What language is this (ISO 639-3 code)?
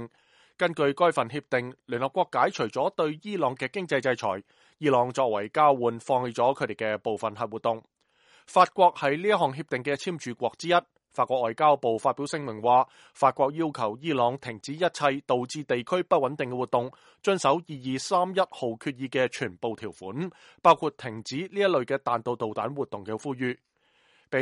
yue